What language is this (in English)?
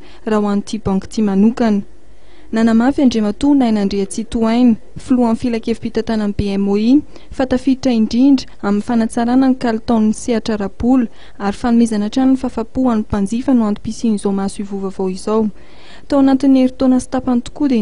Malagasy